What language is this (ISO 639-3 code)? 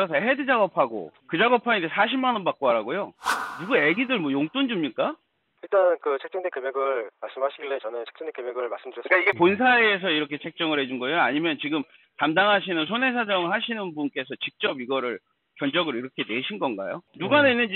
kor